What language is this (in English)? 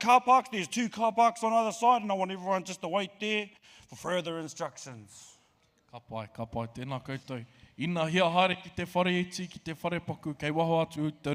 Māori